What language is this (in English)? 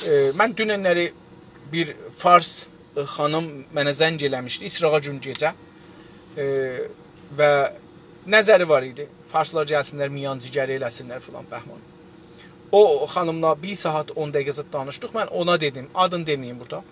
South Azerbaijani